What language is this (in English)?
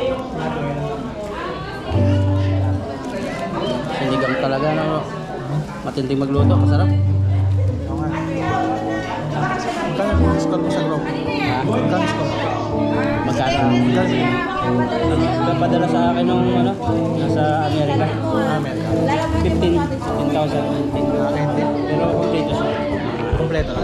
Filipino